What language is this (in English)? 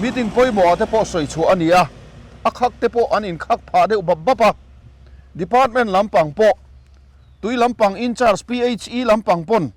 Mizo